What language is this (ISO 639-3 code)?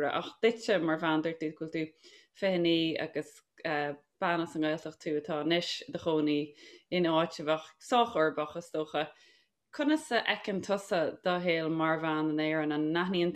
gle